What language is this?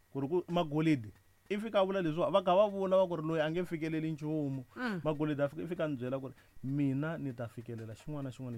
Tsonga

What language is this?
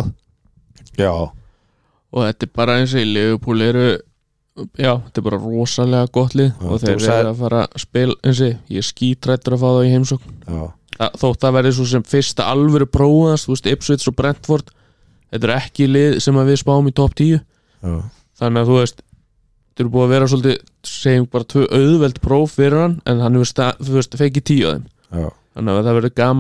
Icelandic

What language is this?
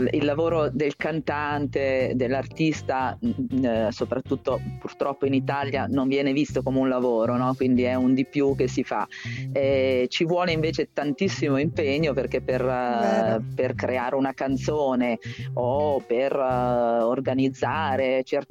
Italian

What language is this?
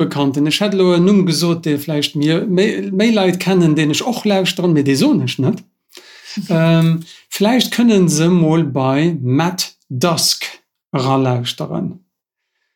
Luxembourgish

